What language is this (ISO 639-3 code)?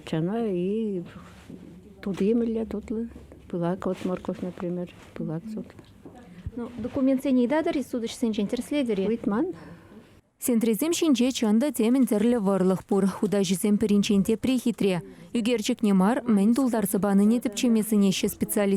chv